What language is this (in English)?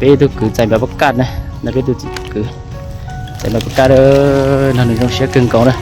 Hmong